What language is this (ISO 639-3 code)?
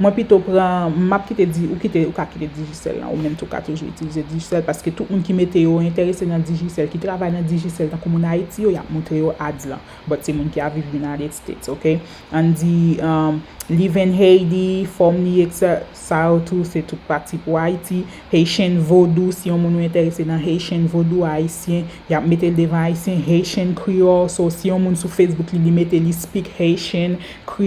hat